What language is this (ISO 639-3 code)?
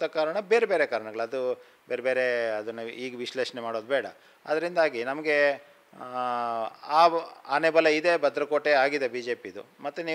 kan